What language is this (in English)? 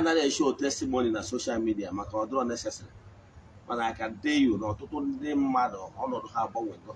Igbo